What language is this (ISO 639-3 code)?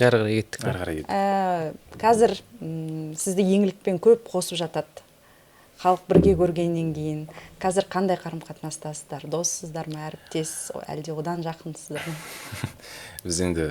kaz